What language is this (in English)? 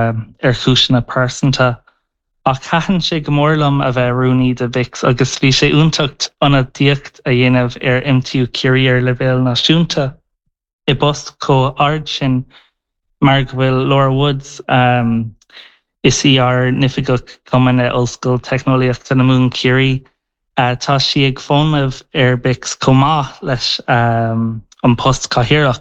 Irish